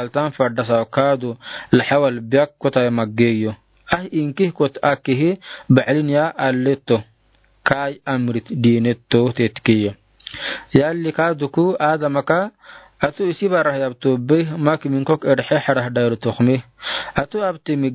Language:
Afar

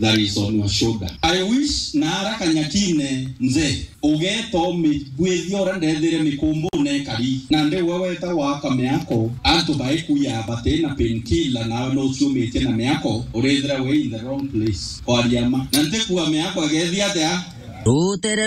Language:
Meru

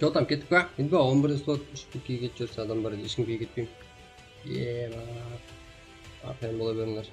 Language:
Kara-Kalpak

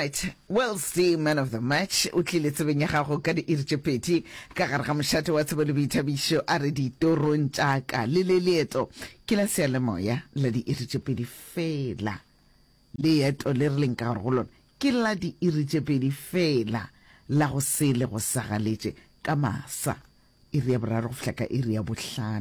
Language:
Northern Sotho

